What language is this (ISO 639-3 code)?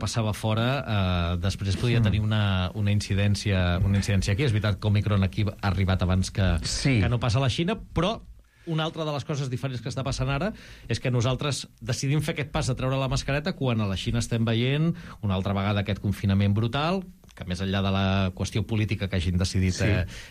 cat